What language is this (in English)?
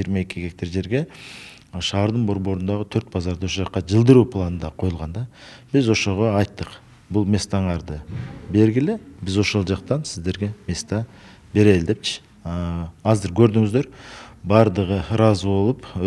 Kyrgyz